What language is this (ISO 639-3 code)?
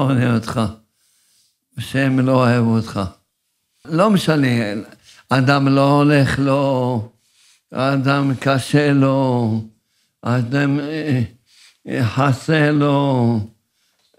heb